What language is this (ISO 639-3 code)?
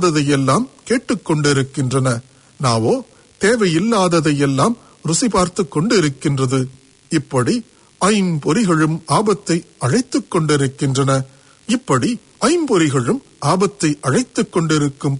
tam